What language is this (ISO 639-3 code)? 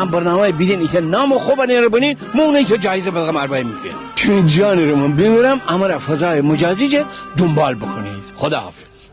glk